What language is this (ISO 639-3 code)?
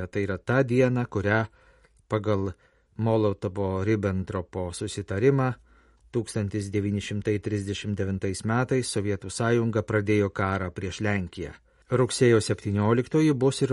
lit